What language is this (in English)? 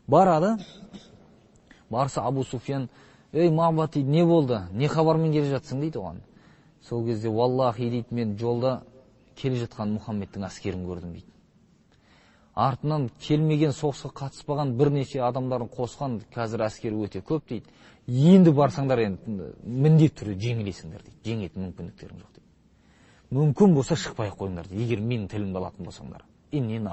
Kazakh